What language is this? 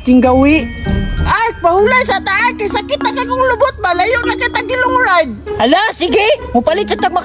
Cebuano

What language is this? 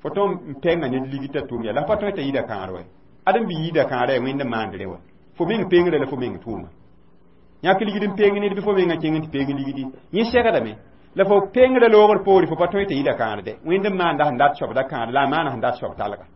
Mossi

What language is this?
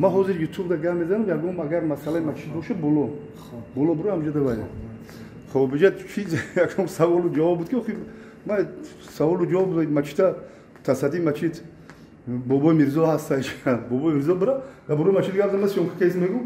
Tajik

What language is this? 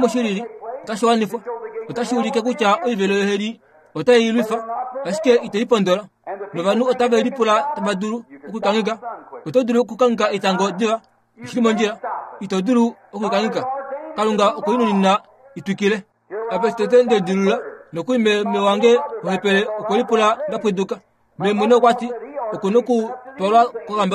Kuanyama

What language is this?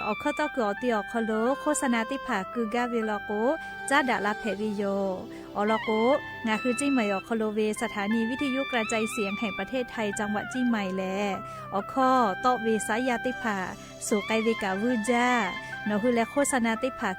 Lahu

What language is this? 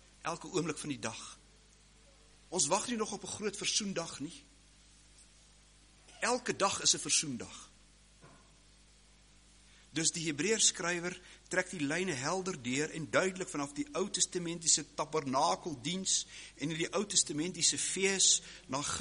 Afrikaans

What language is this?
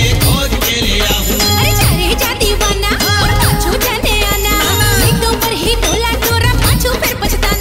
Chhattisgarhi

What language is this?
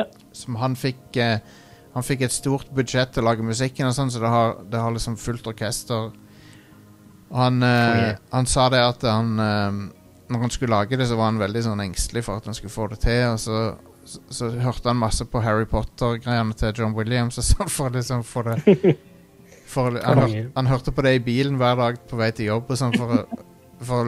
Norwegian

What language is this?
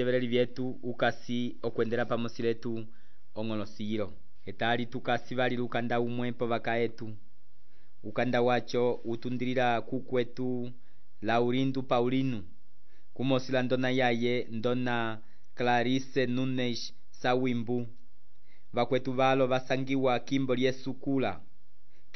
Umbundu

